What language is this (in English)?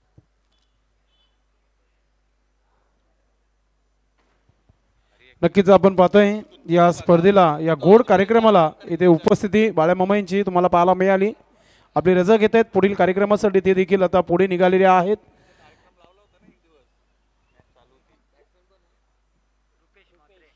Marathi